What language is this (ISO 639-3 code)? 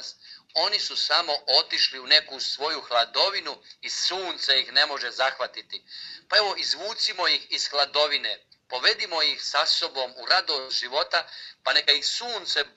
hrv